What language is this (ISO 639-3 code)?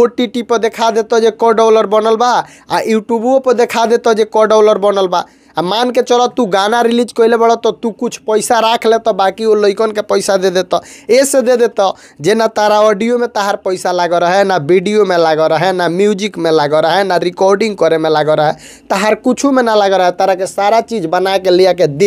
bho